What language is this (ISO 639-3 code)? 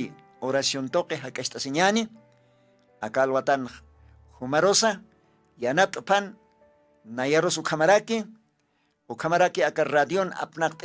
aym